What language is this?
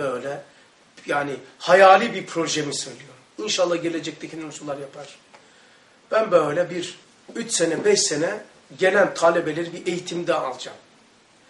Turkish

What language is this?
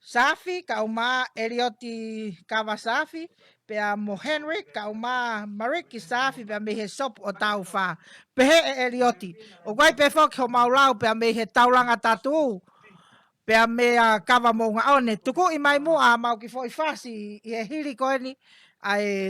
Tongan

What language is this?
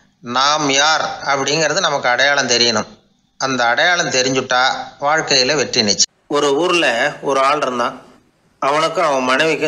Tamil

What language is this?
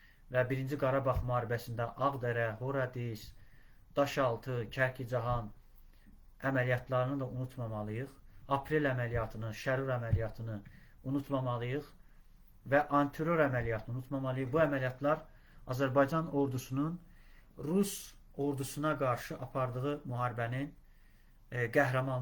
Azerbaijani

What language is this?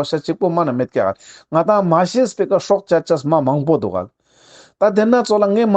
Ladakhi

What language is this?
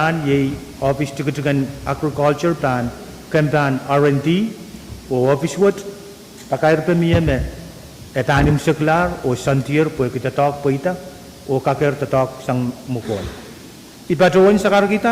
Pohnpeian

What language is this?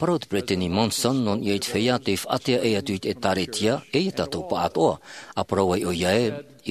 Tahitian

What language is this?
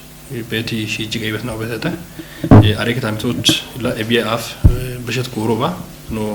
Kafa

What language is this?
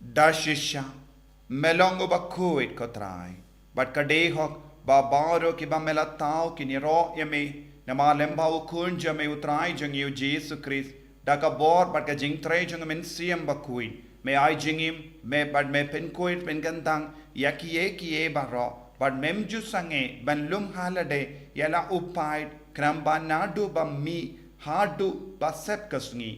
Khasi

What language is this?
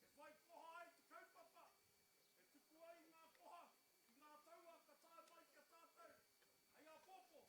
Māori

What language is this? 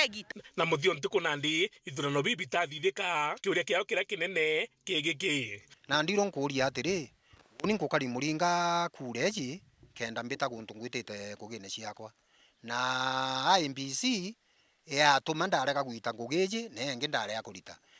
Meru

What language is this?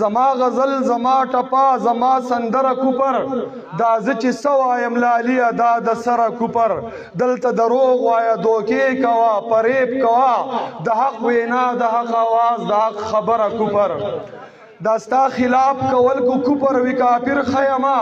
Pashto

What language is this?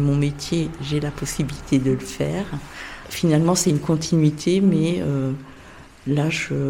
French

